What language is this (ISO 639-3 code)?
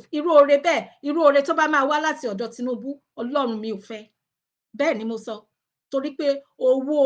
yor